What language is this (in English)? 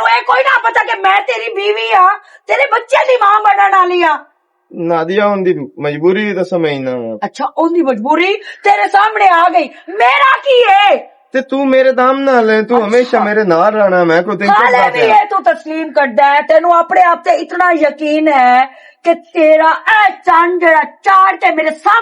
Western Panjabi